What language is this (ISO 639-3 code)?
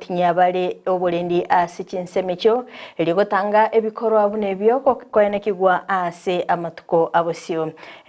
guz